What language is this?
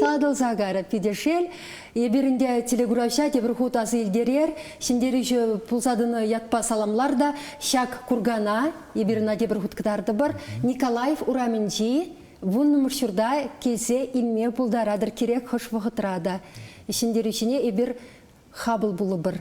Chuvash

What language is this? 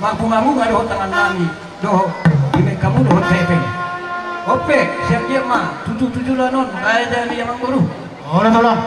Batak Toba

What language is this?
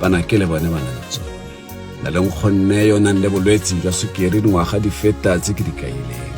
Tswana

